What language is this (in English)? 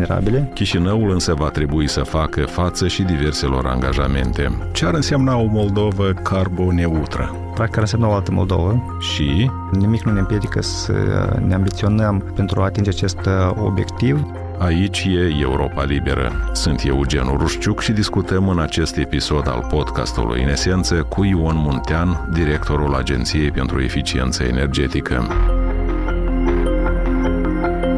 Romanian